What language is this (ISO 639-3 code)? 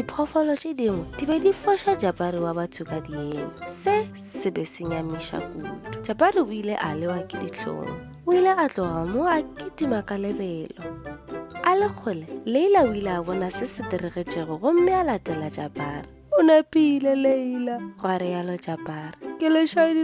nso